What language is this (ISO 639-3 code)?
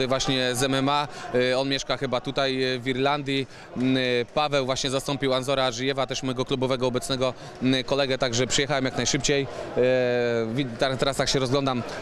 pol